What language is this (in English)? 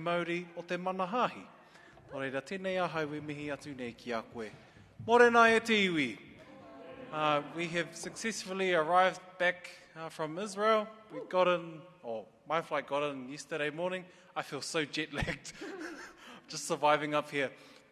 Māori